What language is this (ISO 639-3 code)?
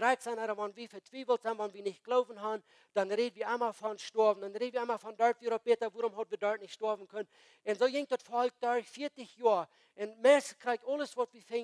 pdt